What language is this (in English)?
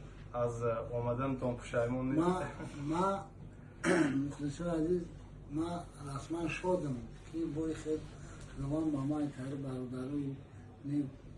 Tajik